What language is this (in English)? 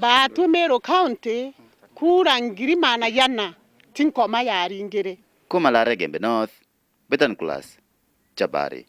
Meru